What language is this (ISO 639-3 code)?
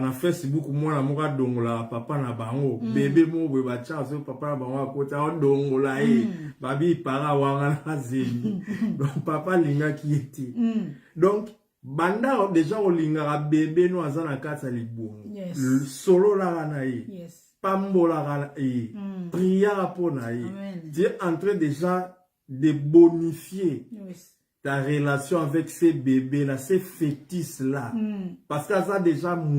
lin